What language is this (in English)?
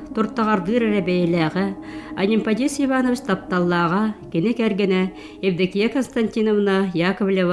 Yakut